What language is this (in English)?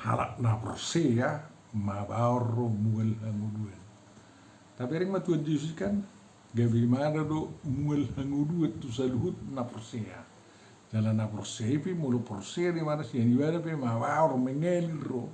Batak Toba